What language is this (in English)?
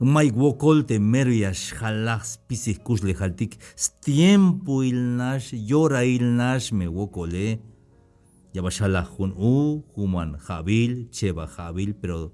Tzeltal